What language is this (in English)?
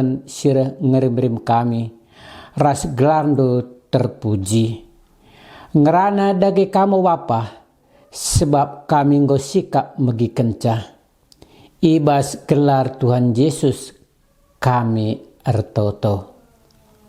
Batak Karo